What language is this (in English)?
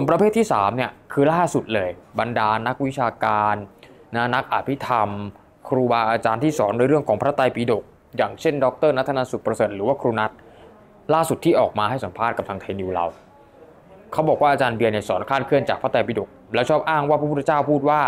Thai